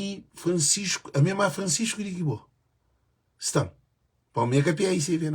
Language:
Kabuverdianu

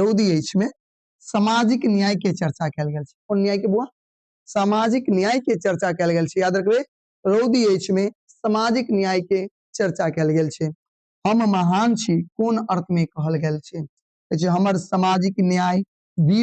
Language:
Maithili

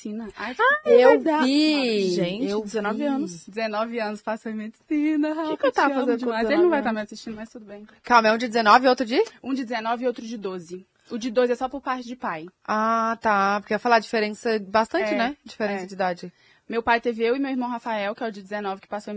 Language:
Portuguese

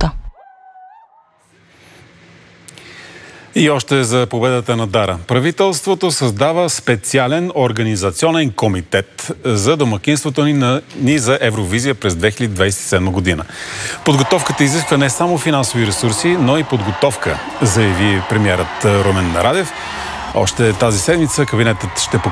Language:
Bulgarian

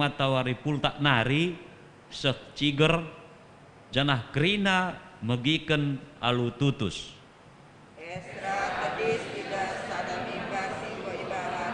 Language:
Batak Karo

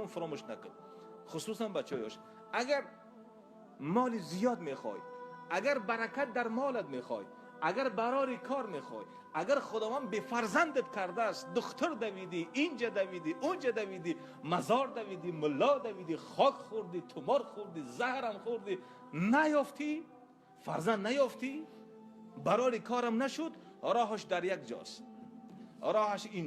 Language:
Tajik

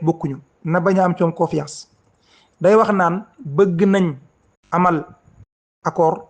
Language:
Wolof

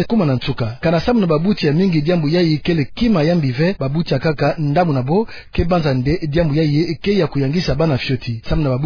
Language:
Kituba (Democratic Republic of Congo)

